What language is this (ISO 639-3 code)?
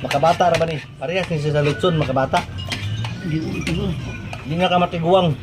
ceb